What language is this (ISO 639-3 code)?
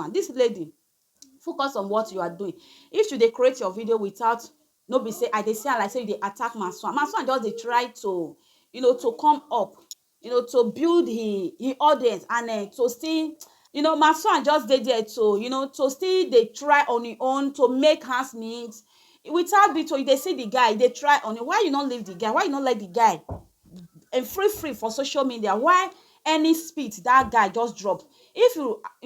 pcm